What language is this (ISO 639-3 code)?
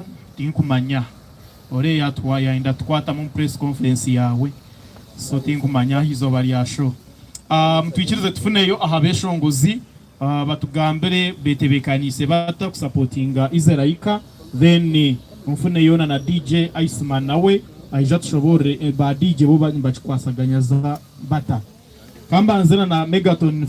nyn